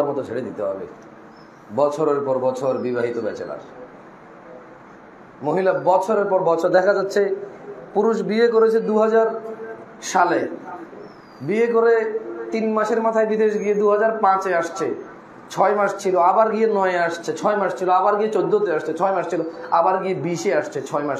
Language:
Bangla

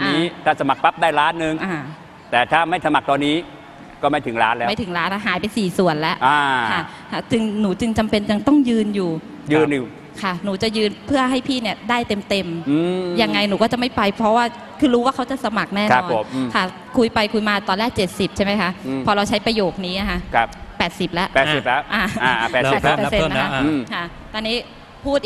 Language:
Thai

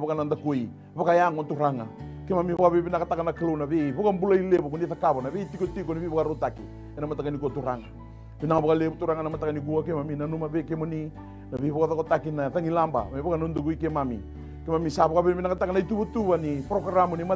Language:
Fijian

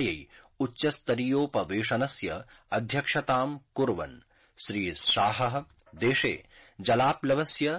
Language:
Sanskrit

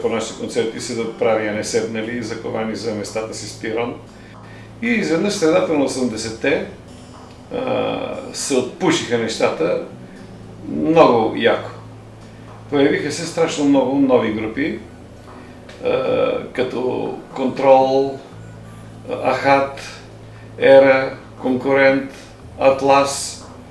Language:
Bulgarian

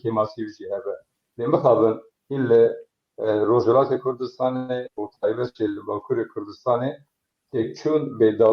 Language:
Kurdish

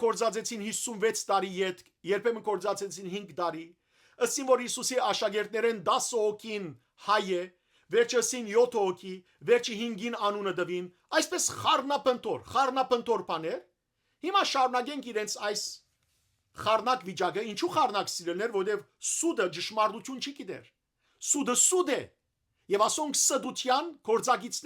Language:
Western Armenian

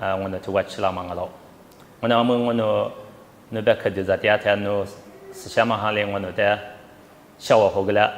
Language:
Lisu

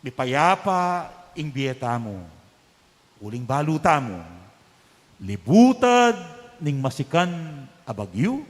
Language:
Pampanga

